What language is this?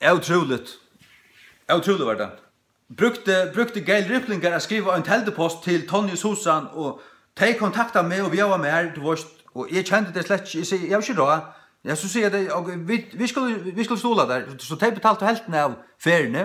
Faroese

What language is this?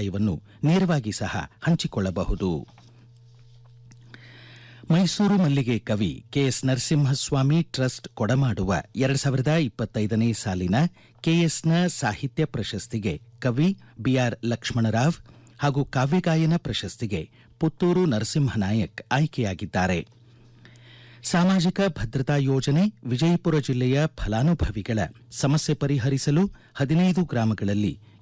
Kannada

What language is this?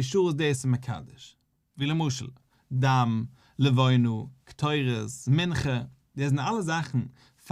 Yiddish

